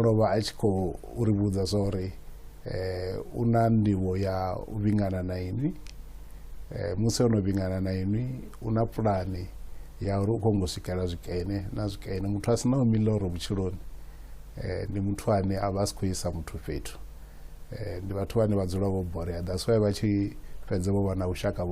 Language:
Venda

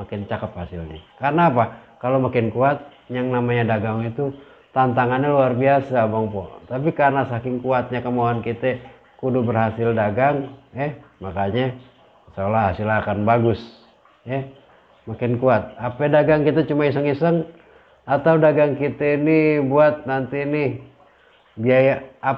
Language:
Betawi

